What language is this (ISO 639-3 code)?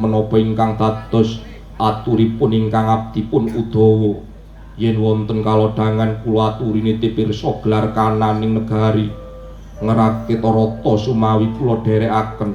jav